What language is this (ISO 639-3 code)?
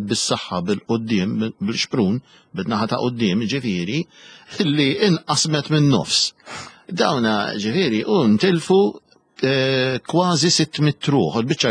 mlt